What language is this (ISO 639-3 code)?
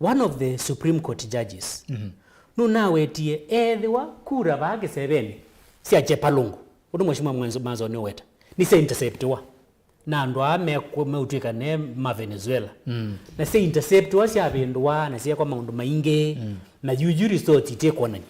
kam